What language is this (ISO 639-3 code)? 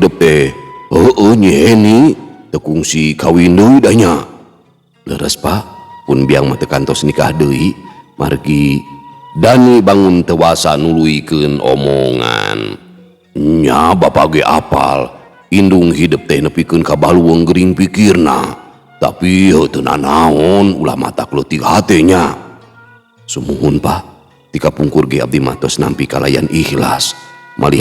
sun